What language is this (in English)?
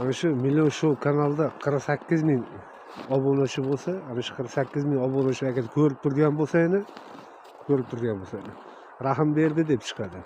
Uzbek